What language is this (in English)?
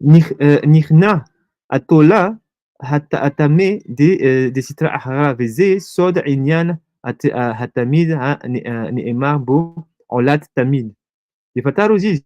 Malagasy